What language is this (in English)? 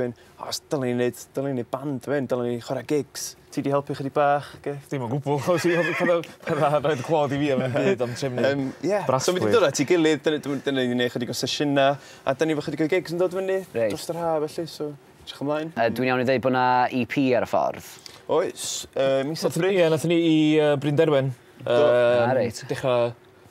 Welsh